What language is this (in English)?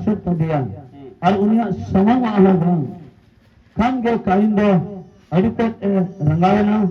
Santali